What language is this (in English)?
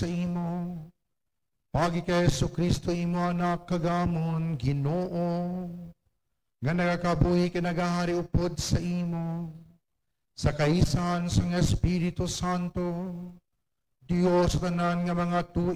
Hiligaynon